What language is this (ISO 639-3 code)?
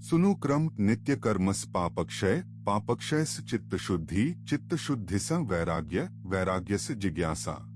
mai